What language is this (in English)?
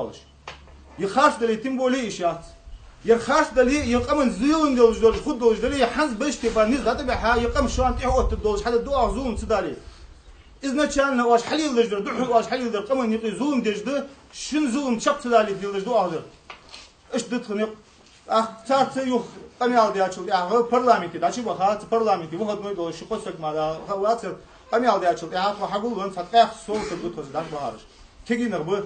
Ingush